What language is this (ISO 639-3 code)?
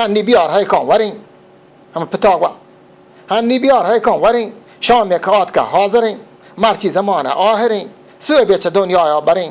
bgp